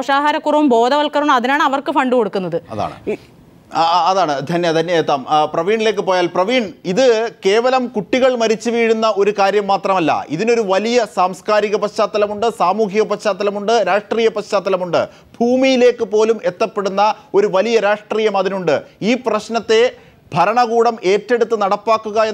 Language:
Malayalam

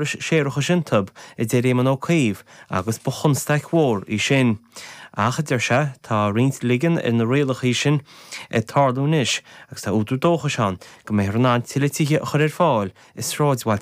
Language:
Irish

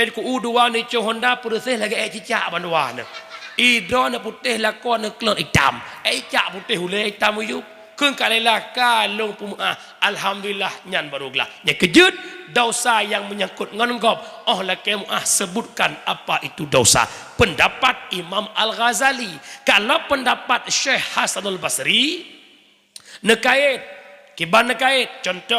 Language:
Achinese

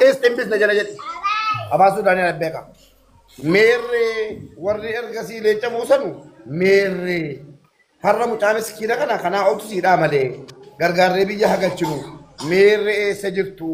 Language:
Oromo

